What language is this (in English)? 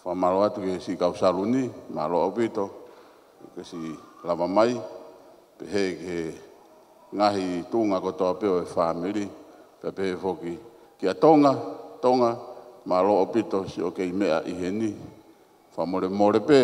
Tongan